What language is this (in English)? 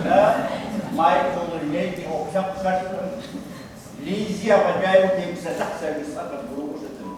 Kabardian